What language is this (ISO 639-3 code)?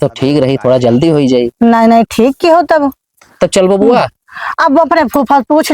awa